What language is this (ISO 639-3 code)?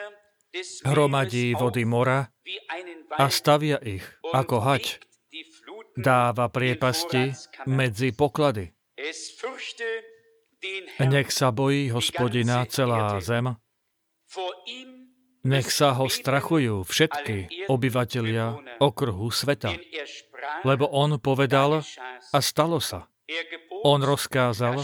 slk